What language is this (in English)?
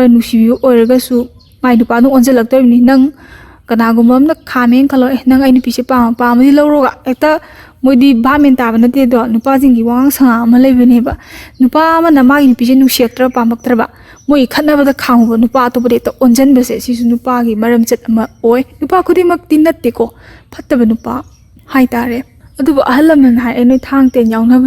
Manipuri